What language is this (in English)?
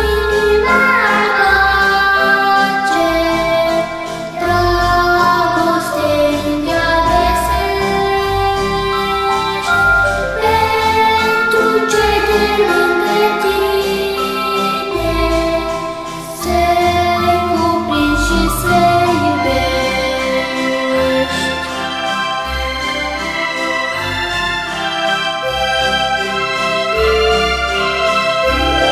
Romanian